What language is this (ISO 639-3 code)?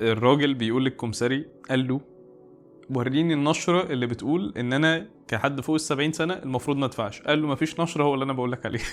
arz